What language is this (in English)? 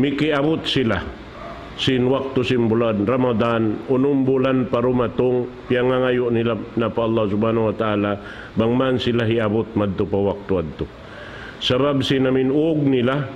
Tausug